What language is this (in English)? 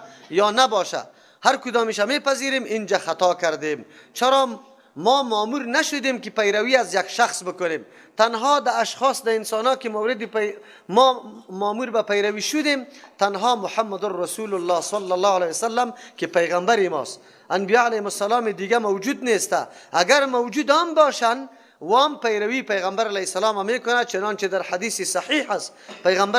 Persian